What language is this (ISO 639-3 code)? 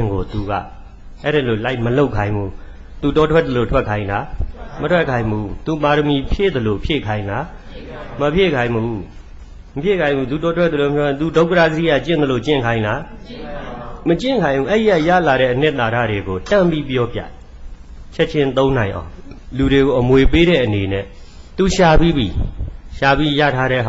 mya